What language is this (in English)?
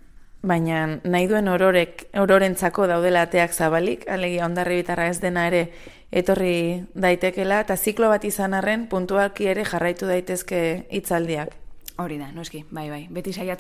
Basque